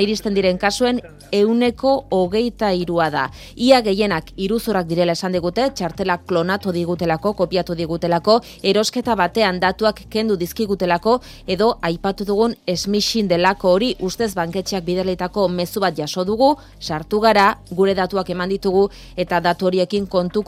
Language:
Basque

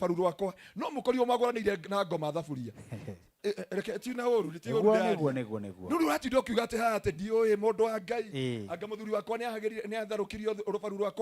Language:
Kikuyu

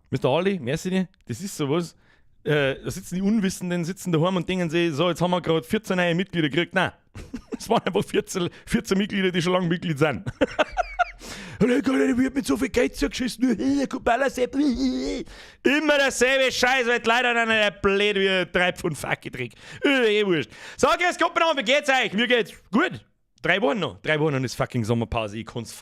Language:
Bavarian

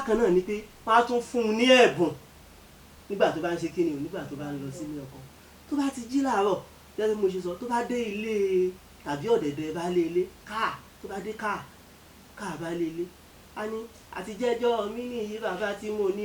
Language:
Yoruba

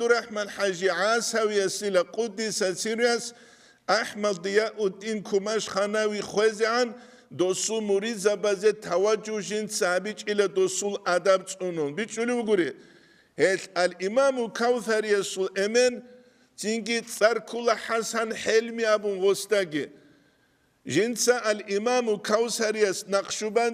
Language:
Avaric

